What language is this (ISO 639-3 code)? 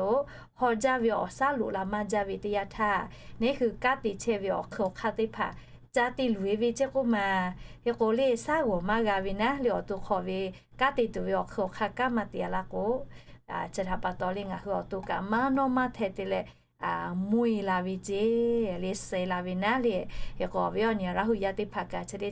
lhu